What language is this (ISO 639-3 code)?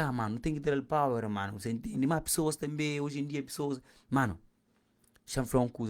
kea